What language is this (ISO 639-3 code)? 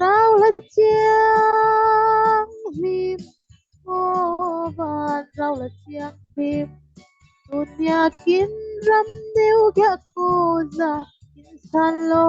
cfm